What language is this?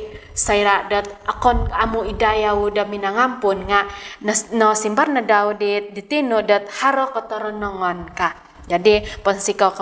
Central Dusun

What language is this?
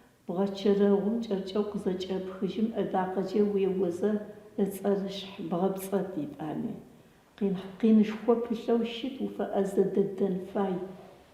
Adyghe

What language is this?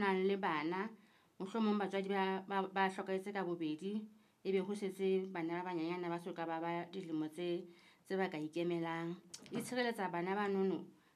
Southern Sotho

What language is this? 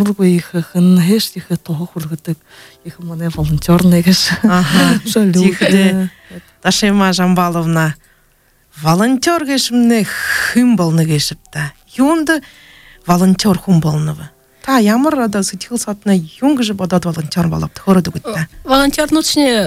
Buriat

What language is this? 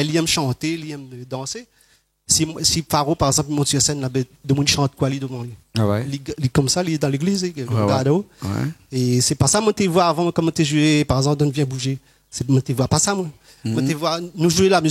Réunion Creole French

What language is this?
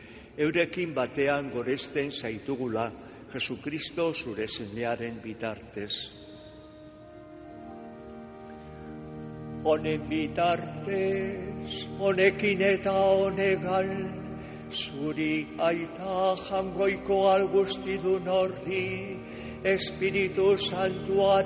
Basque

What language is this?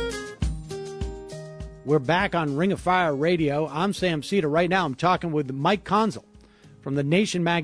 English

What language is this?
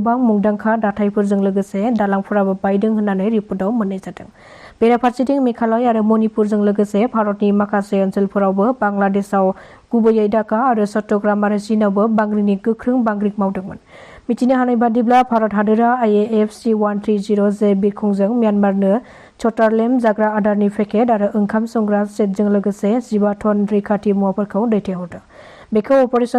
Bodo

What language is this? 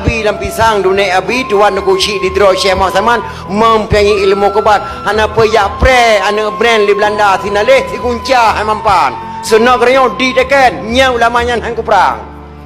Achinese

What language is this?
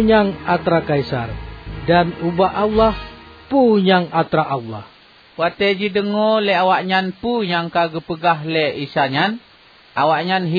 Achinese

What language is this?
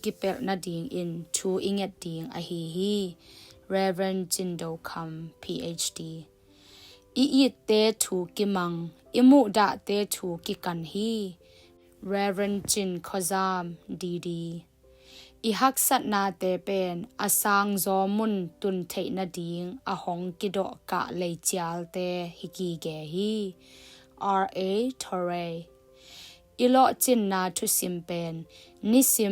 Tedim Chin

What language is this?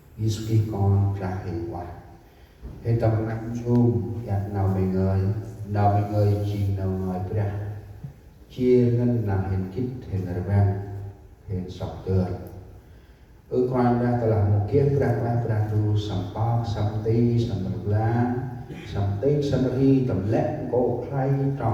Central Mnong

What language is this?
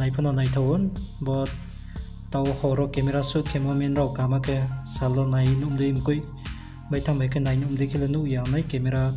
Riang (India)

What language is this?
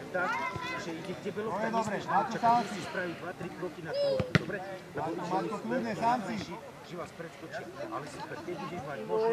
Slovak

